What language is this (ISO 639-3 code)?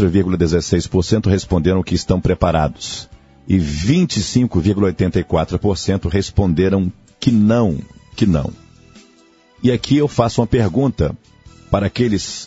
por